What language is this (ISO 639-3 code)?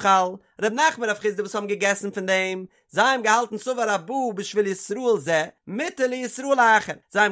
yid